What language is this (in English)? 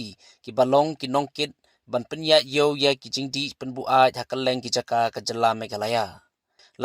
Khasi